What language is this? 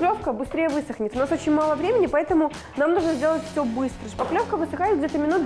Russian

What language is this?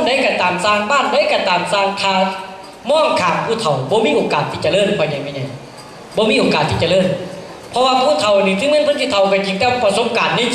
Northeastern Thai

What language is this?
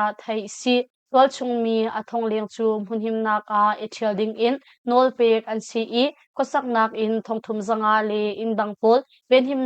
Hakha Chin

